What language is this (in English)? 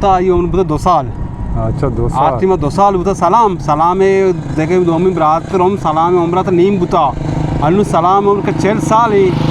Baluchi